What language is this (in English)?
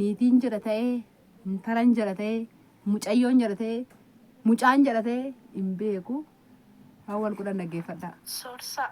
Oromo